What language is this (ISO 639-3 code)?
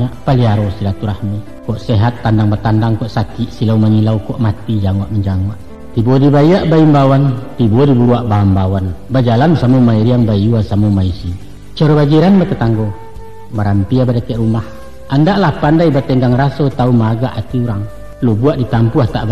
min